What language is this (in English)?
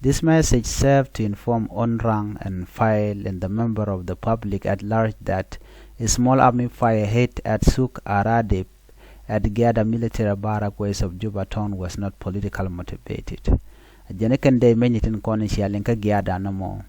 Nuer